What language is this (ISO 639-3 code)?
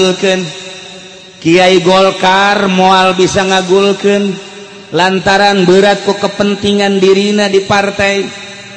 sun